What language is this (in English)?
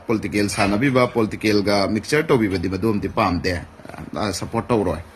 Manipuri